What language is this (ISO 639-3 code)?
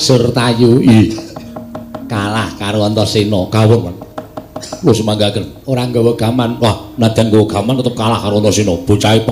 jav